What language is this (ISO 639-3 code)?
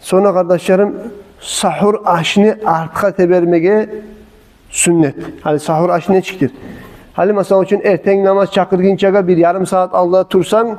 kum